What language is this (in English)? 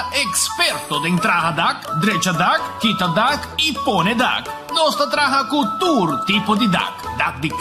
Papiamento